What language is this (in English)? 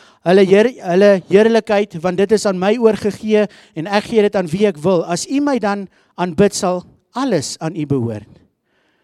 Afrikaans